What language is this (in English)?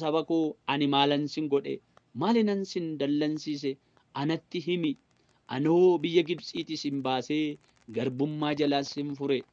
Oromo